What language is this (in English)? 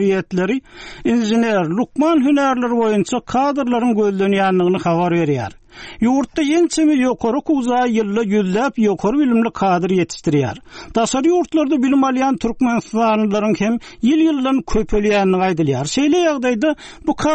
Turkmen